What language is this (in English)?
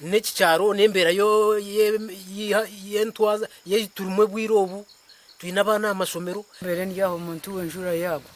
Nyankole